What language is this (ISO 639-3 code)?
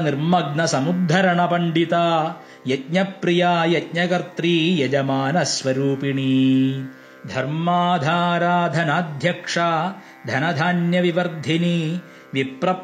san